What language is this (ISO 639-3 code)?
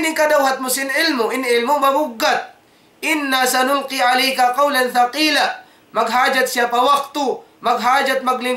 tsg